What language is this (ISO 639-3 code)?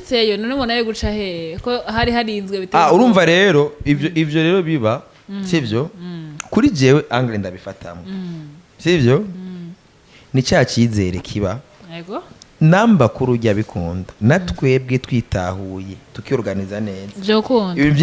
run